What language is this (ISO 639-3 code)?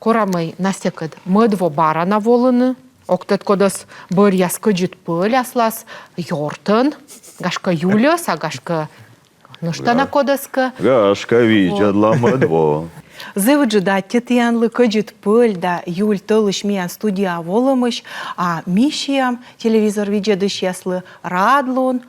kom